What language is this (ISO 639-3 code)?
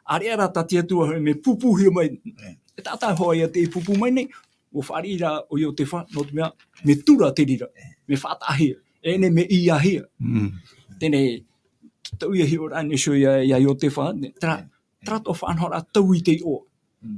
tah